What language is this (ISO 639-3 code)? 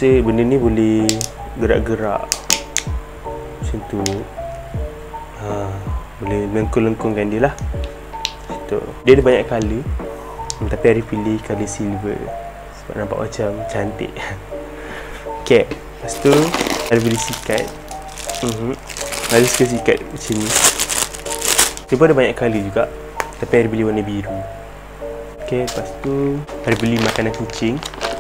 msa